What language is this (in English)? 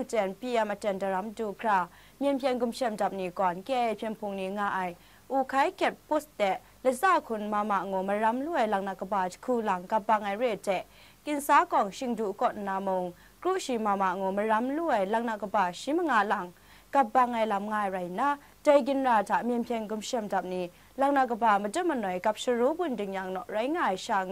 Kachin